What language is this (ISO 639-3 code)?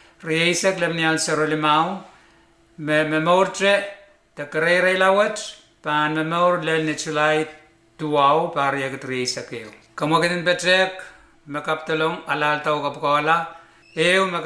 pon